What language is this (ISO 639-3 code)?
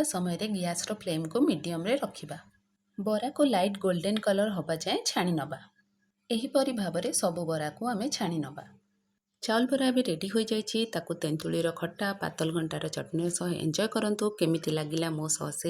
ori